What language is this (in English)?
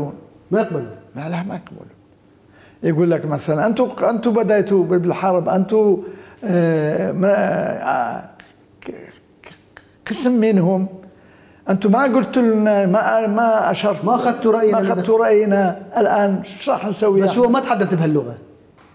Mesopotamian Arabic